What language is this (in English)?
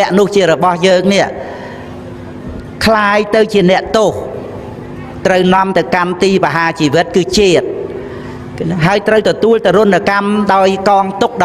Khmer